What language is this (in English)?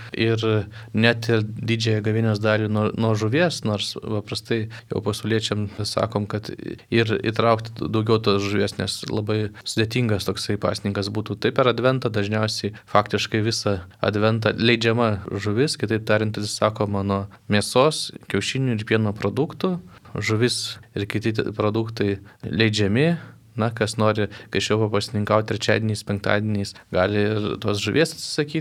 Lithuanian